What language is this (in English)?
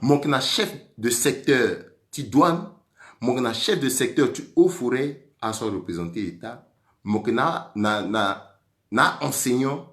Sango